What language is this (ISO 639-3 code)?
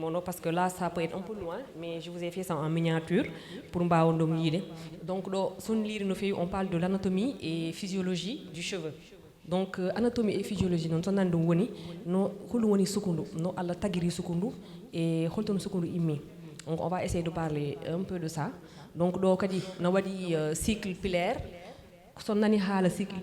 ful